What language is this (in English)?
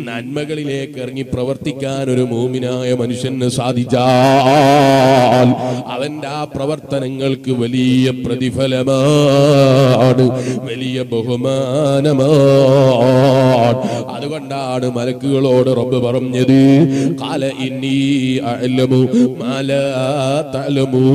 Malayalam